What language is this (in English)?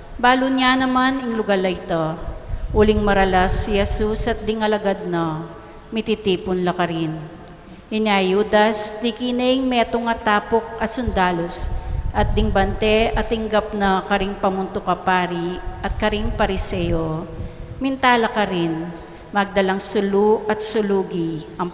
Pampanga